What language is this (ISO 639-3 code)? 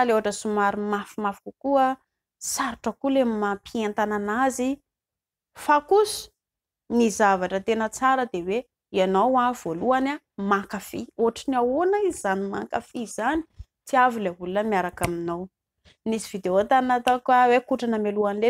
mlg